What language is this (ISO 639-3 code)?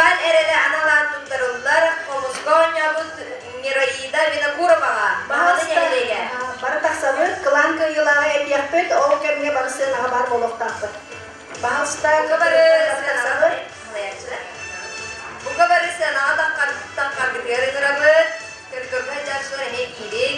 sah